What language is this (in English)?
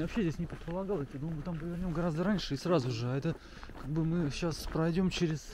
Russian